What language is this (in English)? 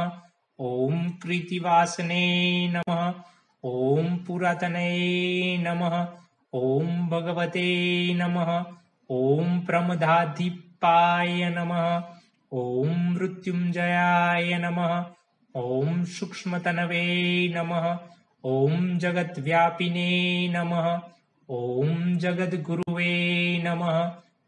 Gujarati